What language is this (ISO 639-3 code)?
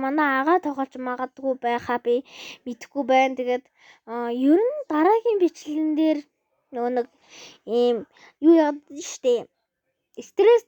mon